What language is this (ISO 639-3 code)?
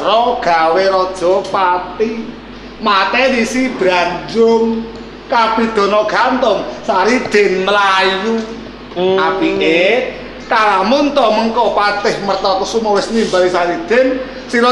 jav